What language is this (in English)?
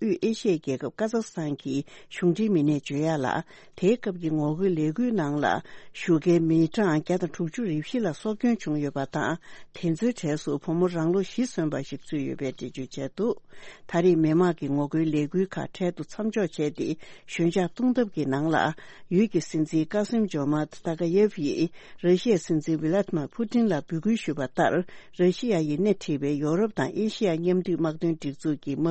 Tibetan